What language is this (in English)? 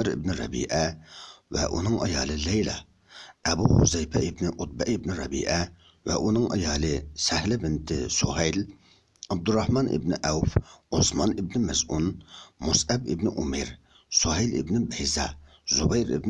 Uyghur